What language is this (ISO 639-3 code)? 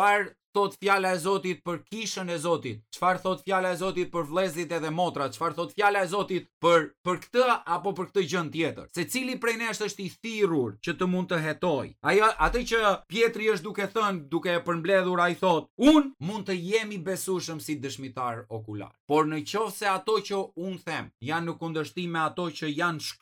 sqi